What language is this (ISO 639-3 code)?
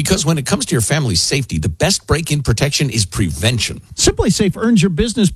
eng